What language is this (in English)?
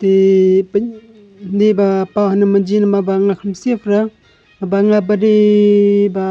Khasi